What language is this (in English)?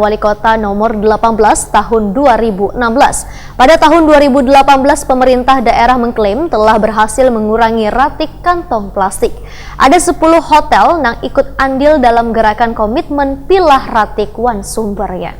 Banjar